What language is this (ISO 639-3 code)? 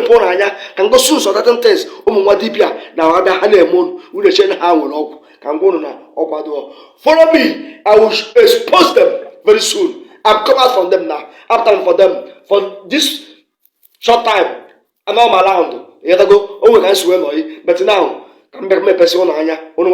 ibo